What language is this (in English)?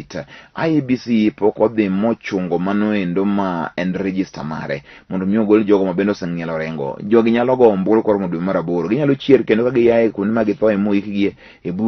Luo (Kenya and Tanzania)